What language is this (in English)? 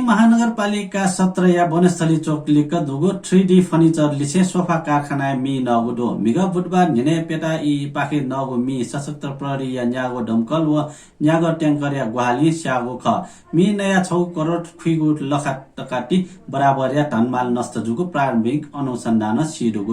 Newari